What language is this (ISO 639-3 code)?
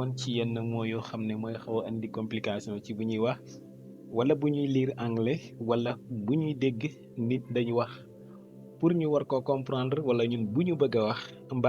wol